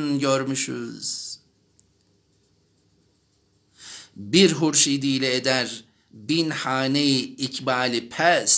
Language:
Turkish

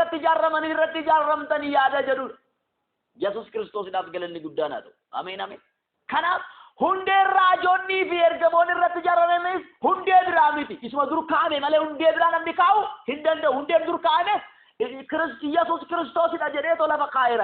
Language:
Oromo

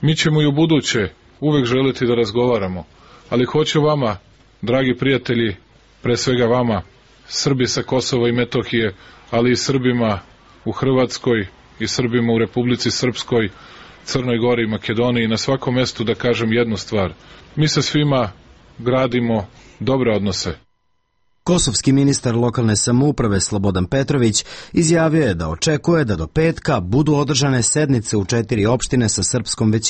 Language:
Serbian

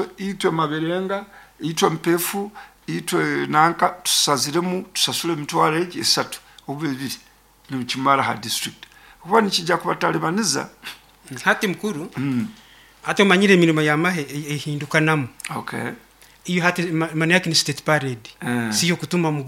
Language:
Nyoro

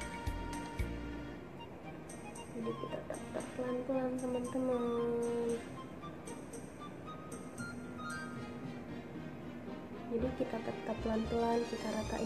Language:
Indonesian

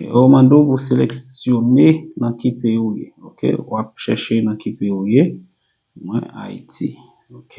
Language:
Haitian Creole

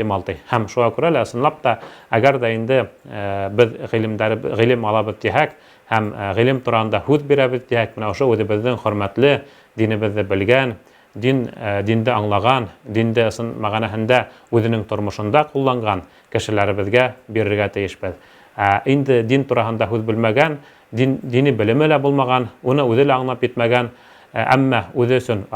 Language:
Bashkir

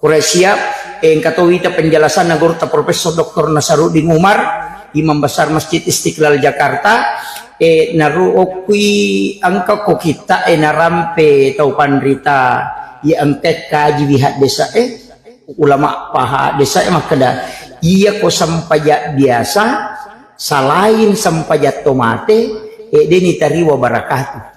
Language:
Buginese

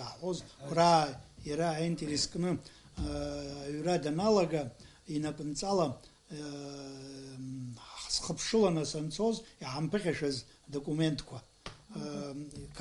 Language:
Abkhazian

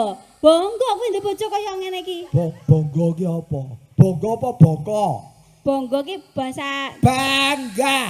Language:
Javanese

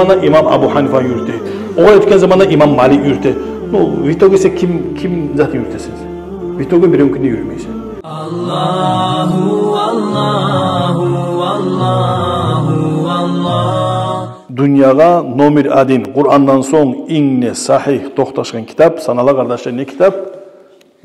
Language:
Kumyk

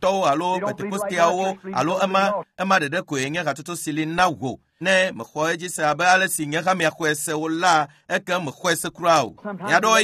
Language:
Ewe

